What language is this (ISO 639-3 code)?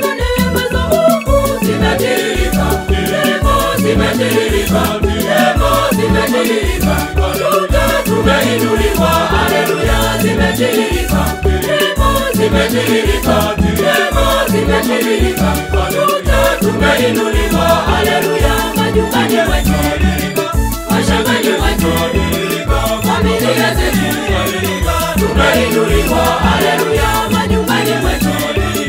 swa